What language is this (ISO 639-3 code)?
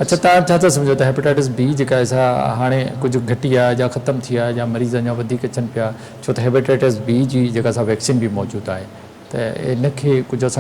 snd